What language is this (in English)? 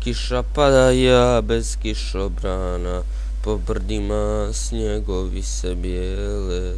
Bosnian